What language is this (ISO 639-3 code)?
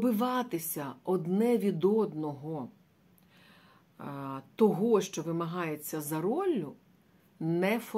ukr